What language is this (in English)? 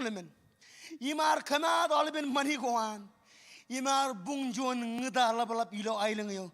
Marshallese